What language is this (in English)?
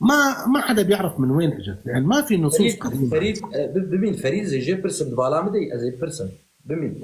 North Levantine Arabic